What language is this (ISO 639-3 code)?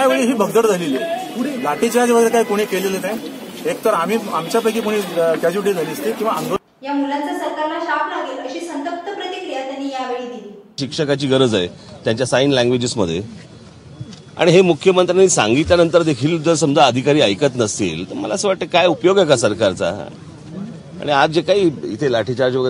mar